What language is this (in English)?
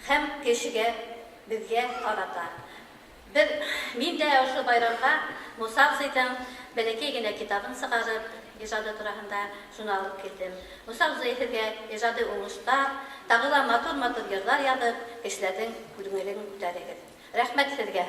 Bashkir